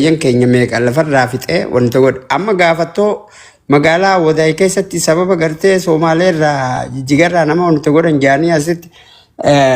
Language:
Oromo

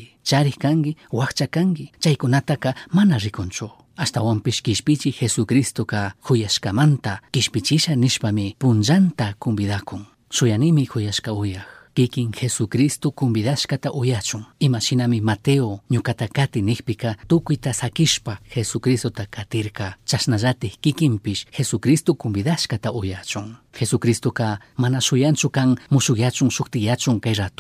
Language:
Chimborazo Highland Quichua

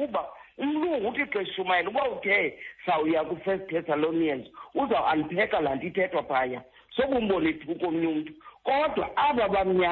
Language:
Xhosa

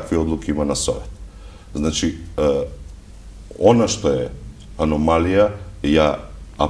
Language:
Macedonian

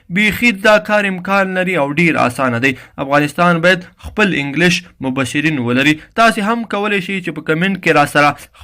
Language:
Pashto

